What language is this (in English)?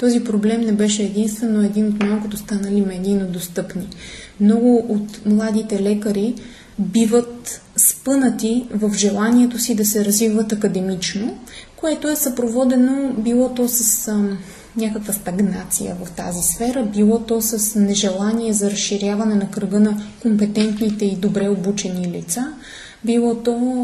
Bulgarian